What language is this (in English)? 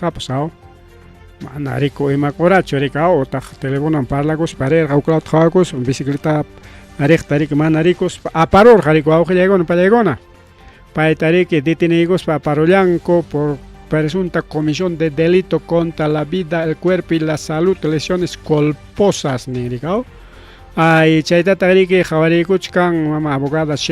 Ayacucho Quechua